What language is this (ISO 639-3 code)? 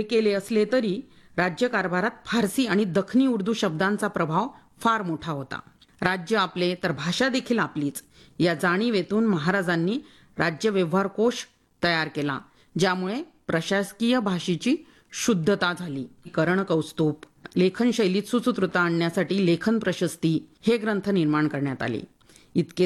mar